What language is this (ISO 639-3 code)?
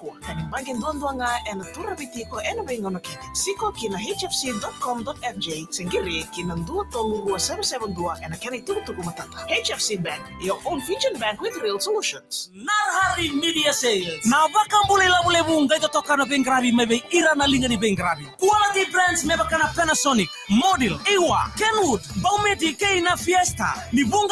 fij